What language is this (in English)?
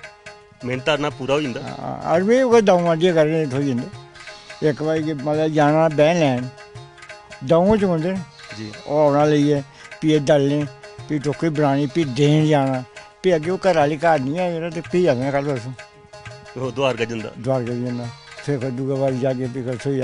Dogri